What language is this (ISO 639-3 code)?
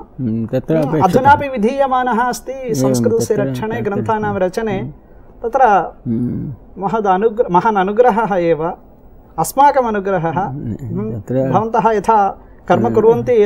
san